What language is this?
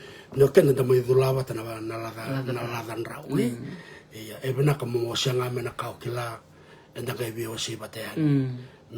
Fijian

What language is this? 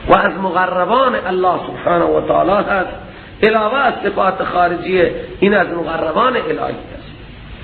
Persian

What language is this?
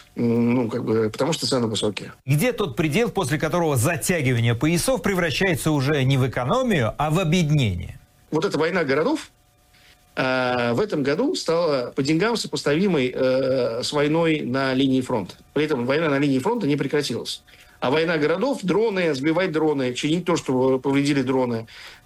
Russian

